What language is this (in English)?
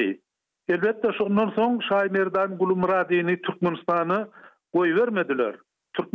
Turkmen